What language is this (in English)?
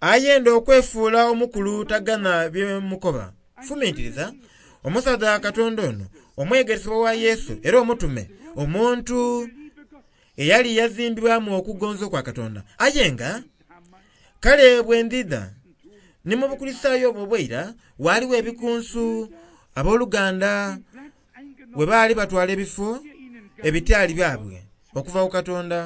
Soga